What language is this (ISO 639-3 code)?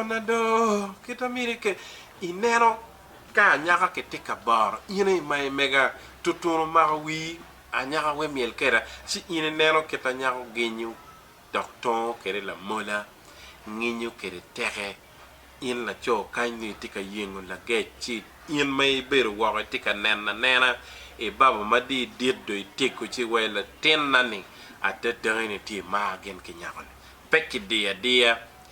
ach